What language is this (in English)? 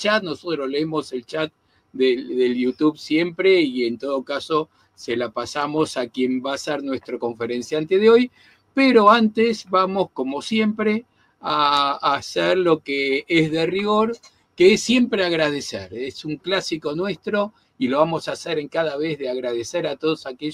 Ladino